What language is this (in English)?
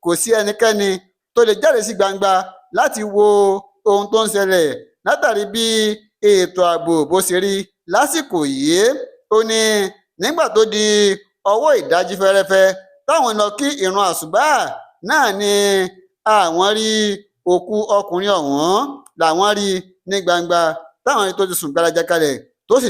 Yoruba